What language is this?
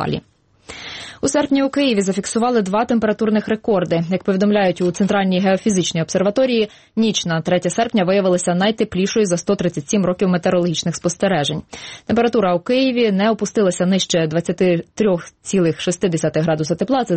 Ukrainian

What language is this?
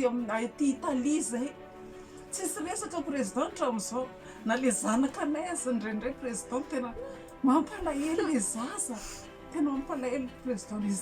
Malagasy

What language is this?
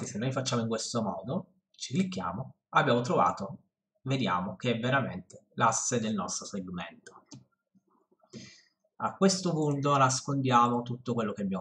Italian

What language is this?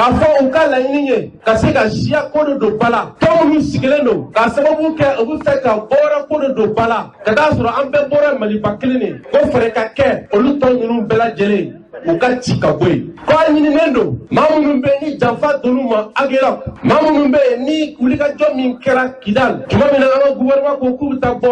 Bambara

